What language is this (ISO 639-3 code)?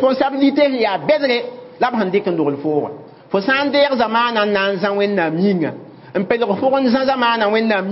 mos